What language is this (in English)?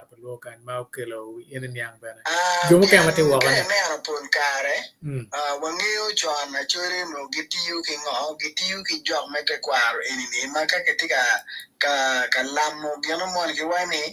Acoli